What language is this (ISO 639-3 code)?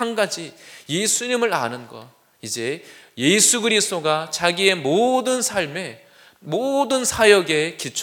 kor